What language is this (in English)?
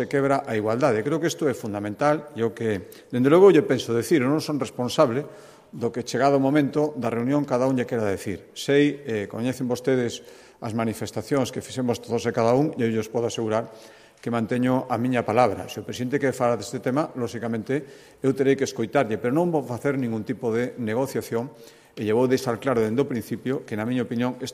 Galician